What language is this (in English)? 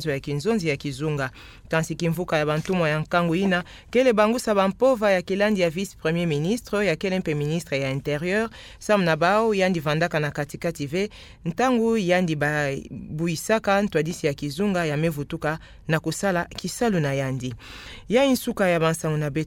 Kituba (Democratic Republic of Congo)